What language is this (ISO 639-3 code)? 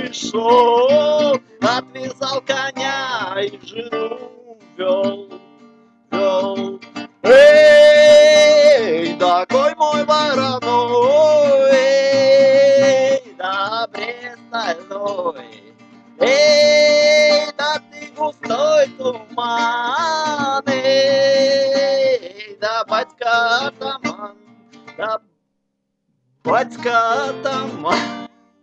rus